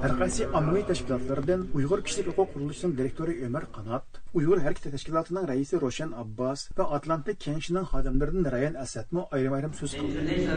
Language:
Uyghur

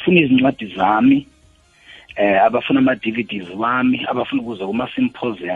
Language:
South Ndebele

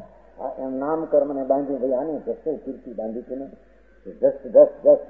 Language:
Gujarati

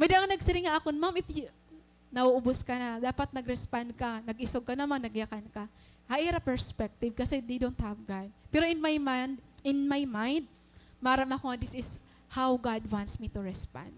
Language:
Waray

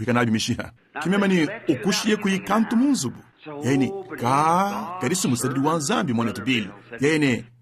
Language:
Luba-Lulua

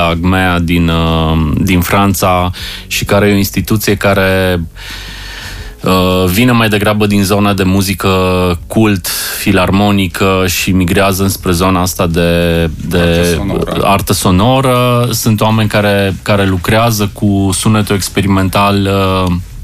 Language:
Romanian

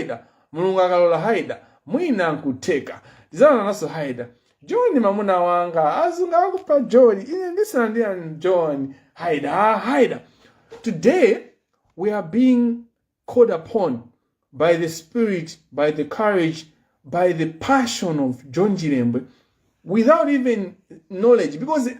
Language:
Nyanja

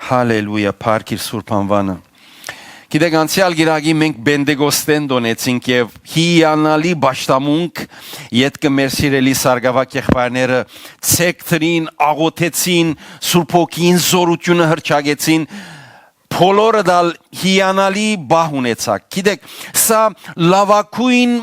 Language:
Western Armenian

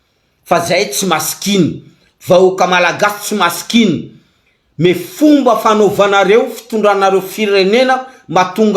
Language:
Malagasy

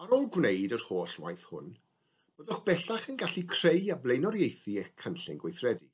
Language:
Welsh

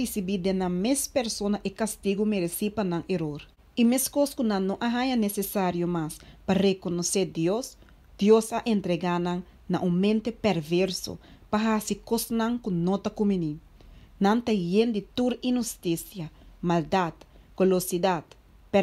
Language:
Papiamento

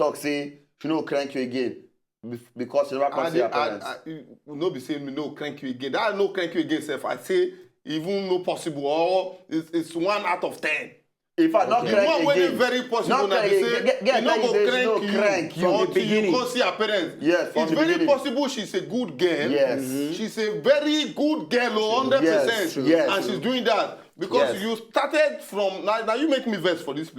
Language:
Nigerian Pidgin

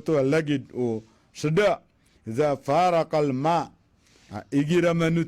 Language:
Maranao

